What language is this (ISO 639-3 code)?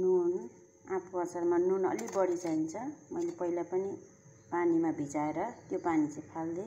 nep